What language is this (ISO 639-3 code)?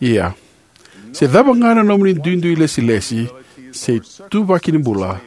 fij